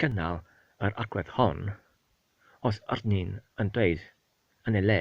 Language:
Welsh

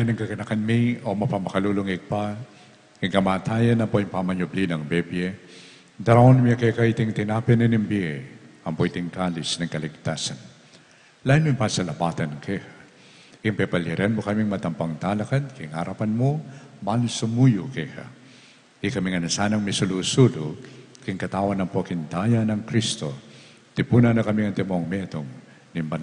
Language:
Pampanga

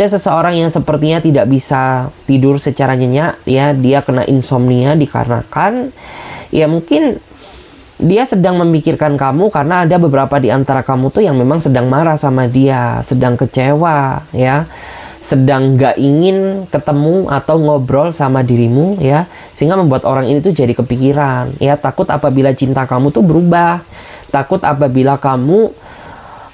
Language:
Indonesian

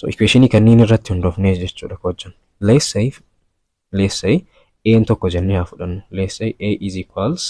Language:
Oromo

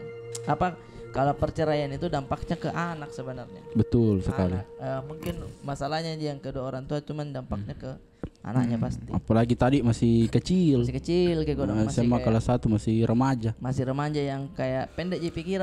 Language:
Makassar Malay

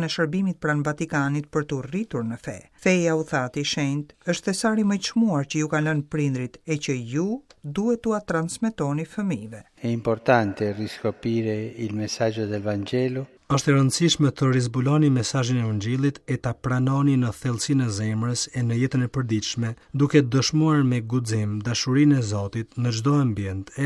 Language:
Albanian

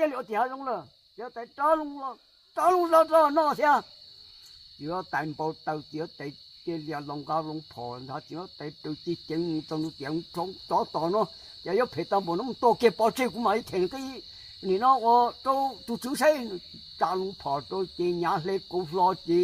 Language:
Hmong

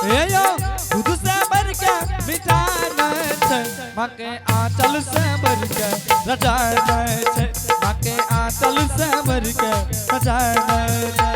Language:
Angika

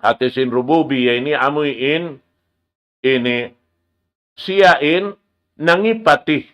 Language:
Tausug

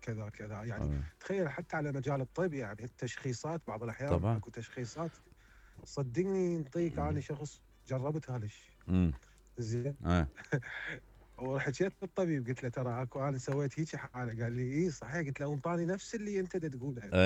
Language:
Mesopotamian Arabic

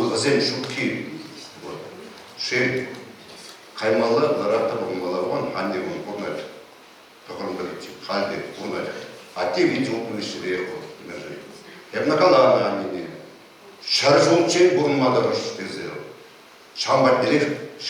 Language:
Chuvash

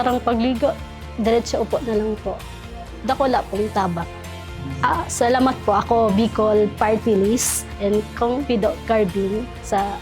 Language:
Bikol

